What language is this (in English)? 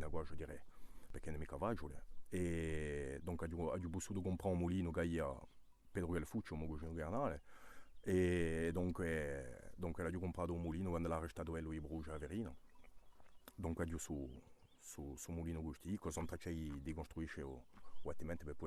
Corsican